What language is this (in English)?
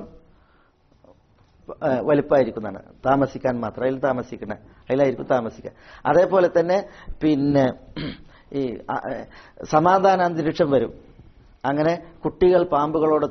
Malayalam